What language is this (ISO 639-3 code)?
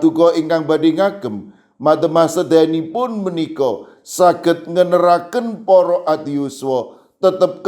jav